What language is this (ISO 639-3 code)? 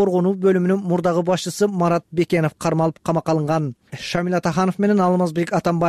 kir